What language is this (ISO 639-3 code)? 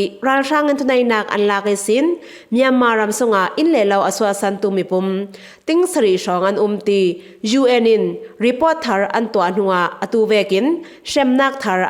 cfm